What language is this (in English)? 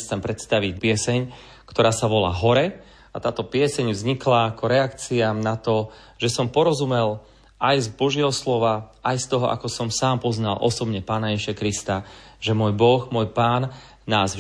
Slovak